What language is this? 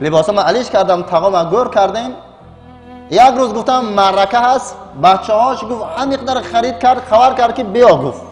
Tajik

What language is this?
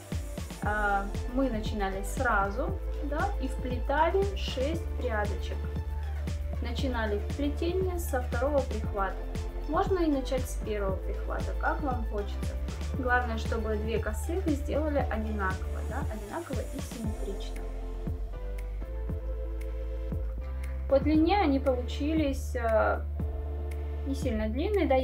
Russian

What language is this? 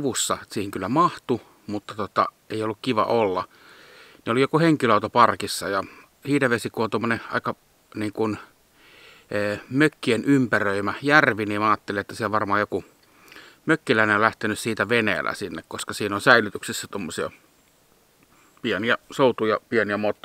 Finnish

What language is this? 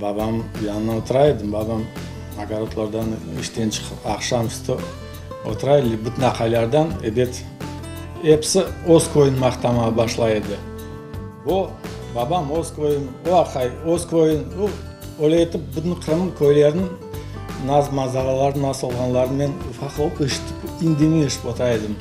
Crimean Tatar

